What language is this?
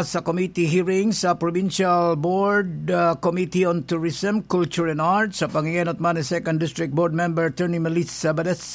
Bikol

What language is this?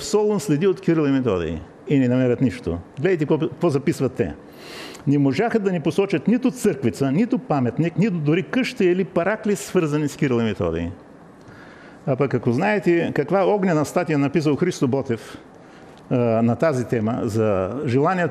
Bulgarian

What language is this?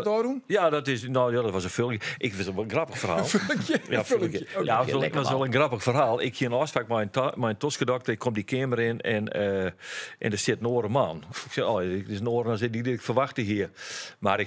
Western Frisian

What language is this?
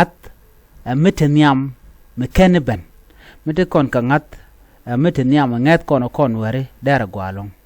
Nuer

